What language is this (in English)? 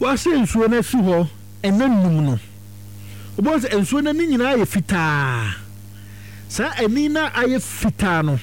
Akan